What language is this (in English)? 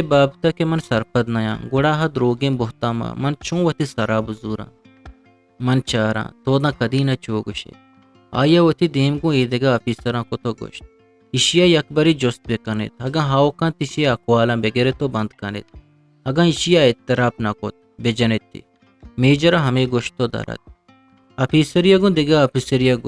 Eastern Balochi